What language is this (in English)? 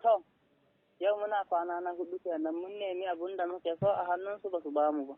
Hausa